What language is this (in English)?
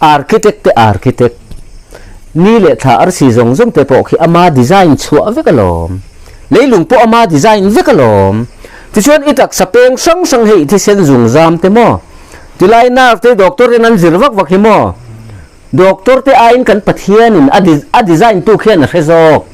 Mizo